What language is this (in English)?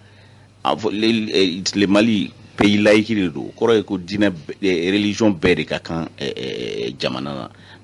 Bambara